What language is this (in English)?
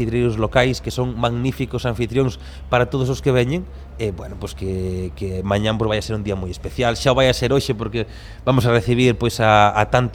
Galician